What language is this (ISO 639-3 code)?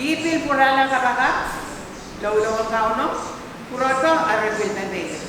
pon